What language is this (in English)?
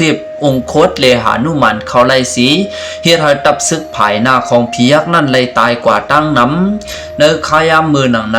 Shan